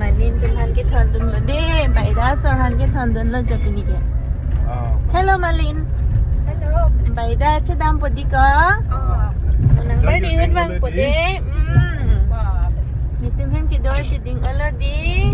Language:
Karbi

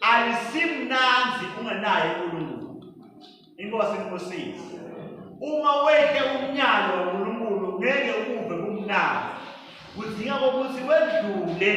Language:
Swati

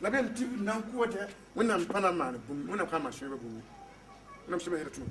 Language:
Mossi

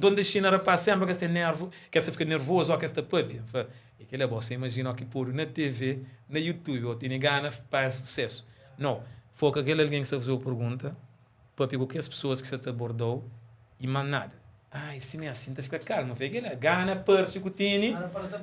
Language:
Kabuverdianu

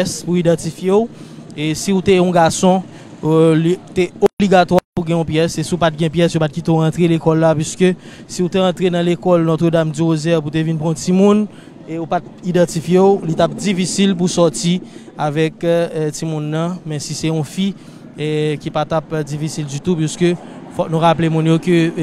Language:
Haitian Creole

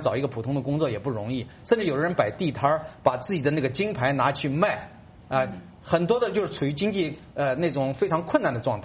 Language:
Chinese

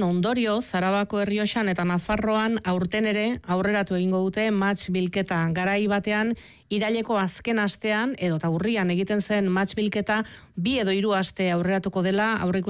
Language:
Basque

